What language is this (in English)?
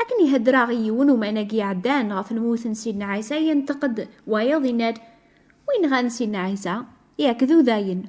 Kabyle